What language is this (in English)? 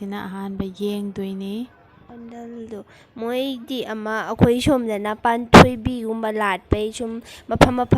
Manipuri